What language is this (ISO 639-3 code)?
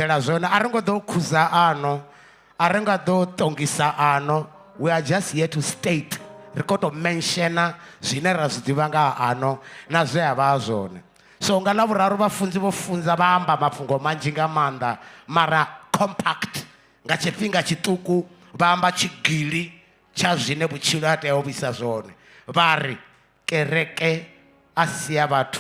ven